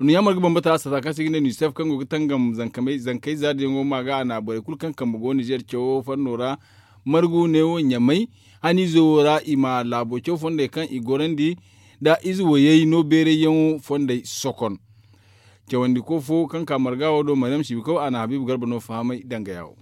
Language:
Zarma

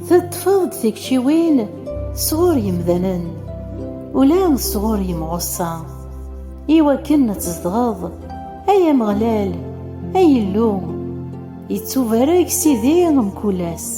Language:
Kabyle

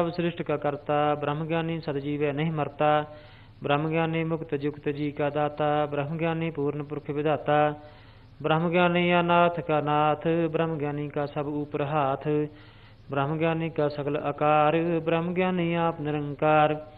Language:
Punjabi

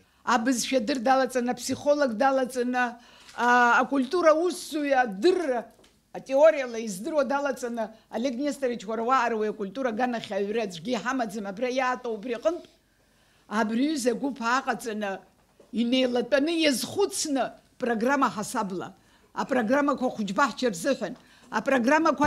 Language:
Abkhazian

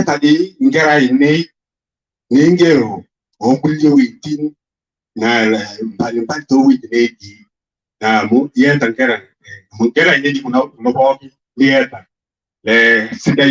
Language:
Masai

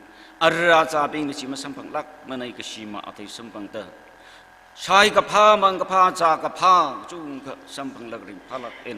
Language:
Tangkhul Naga (India)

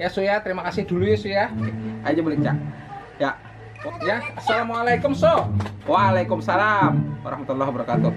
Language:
Banjar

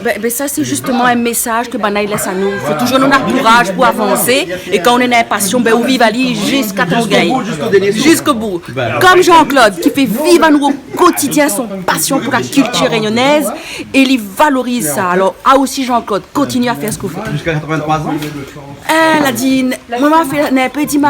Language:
Réunion Creole French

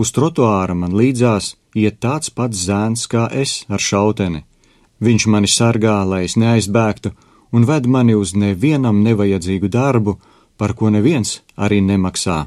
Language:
Latvian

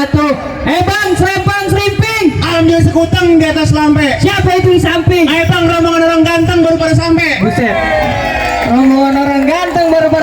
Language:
Betawi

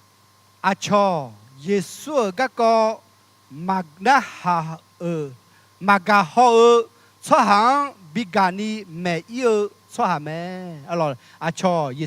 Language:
Akha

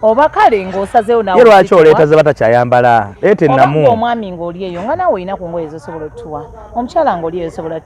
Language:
Ganda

